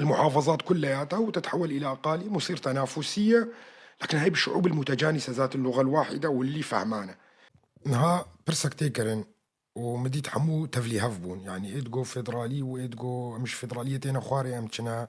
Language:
North Levantine Arabic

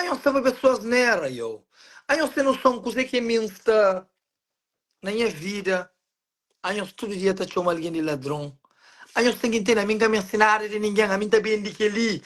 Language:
Kabuverdianu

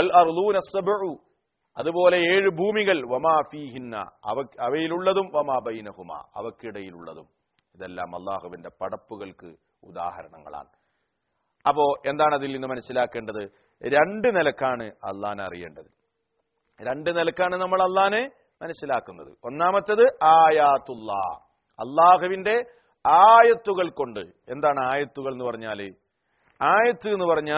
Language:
Malayalam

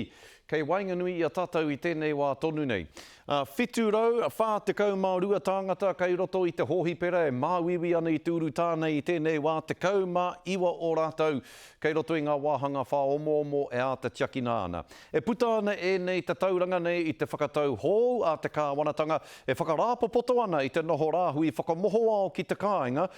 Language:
Māori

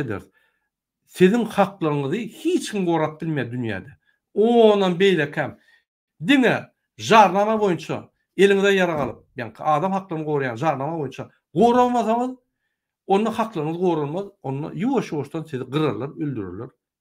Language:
Turkmen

